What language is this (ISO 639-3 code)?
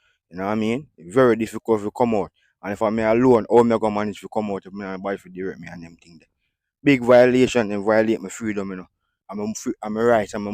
jam